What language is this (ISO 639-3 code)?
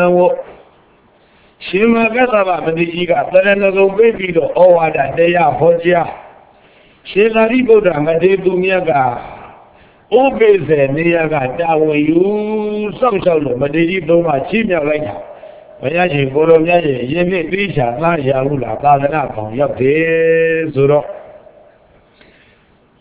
mya